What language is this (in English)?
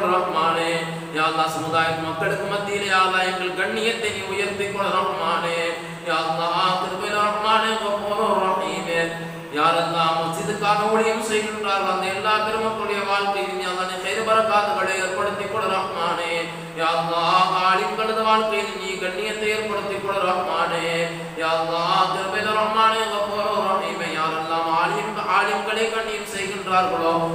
Tamil